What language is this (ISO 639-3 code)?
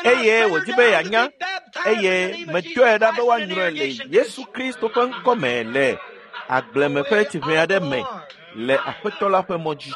ewe